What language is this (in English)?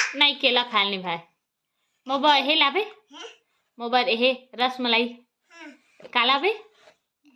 Chhattisgarhi